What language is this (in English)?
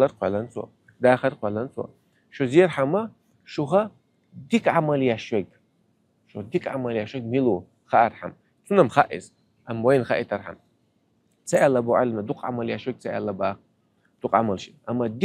Chechen